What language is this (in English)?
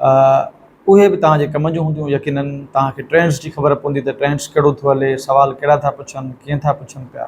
Sindhi